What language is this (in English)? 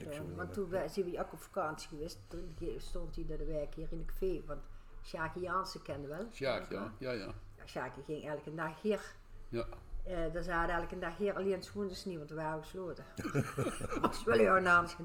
Dutch